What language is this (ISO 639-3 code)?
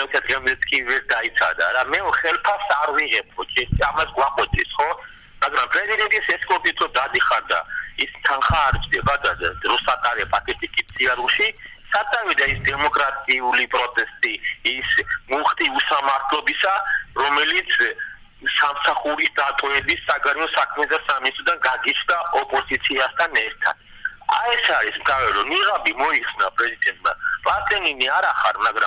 kat